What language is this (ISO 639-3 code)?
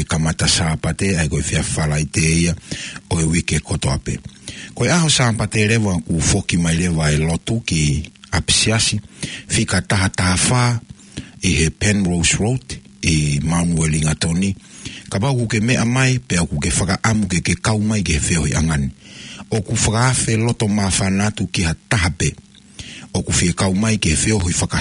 ton